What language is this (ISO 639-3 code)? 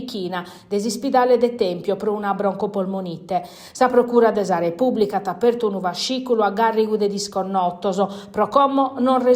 srd